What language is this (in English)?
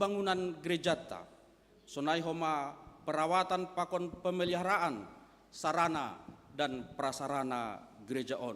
Batak Simalungun